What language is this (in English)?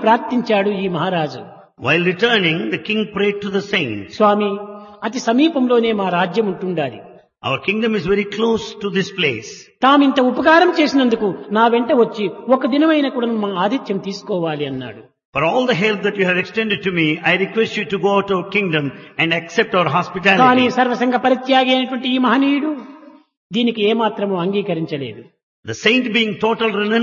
Telugu